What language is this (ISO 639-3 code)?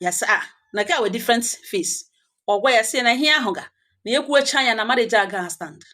ibo